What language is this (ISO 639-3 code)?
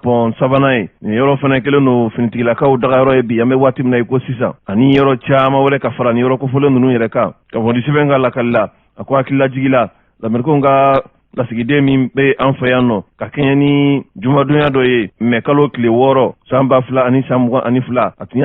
bam